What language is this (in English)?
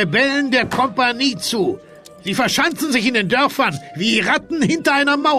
Bavarian